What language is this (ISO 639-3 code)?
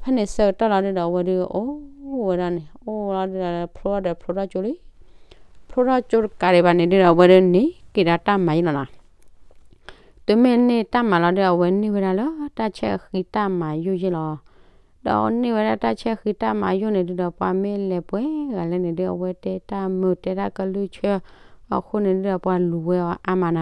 ksw